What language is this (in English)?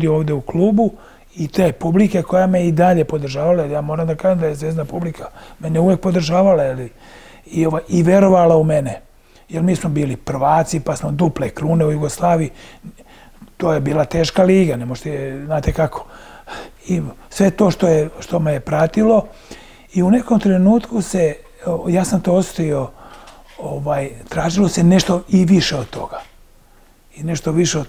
Serbian